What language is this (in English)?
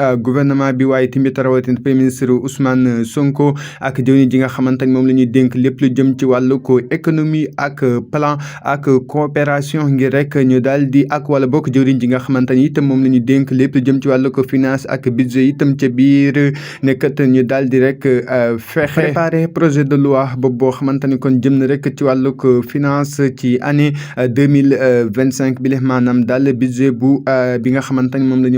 Wolof